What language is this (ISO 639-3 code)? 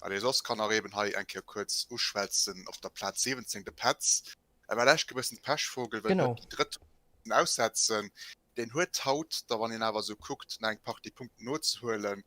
ltz